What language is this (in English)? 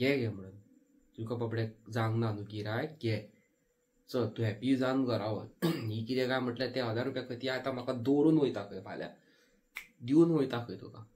Konkani